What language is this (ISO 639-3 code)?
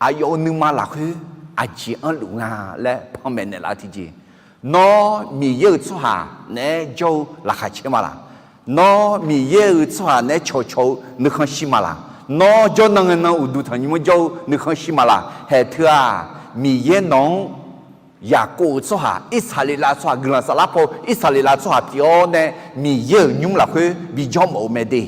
ahk